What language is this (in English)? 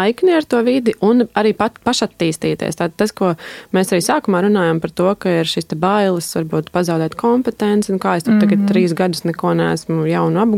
Latvian